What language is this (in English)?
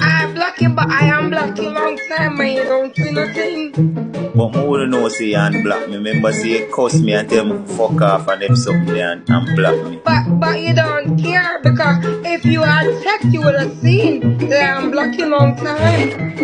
Jamaican Creole English